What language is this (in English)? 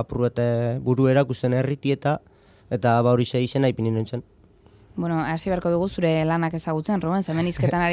Basque